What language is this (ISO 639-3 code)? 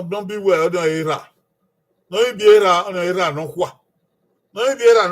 bin